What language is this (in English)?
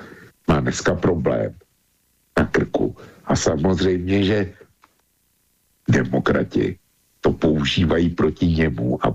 Czech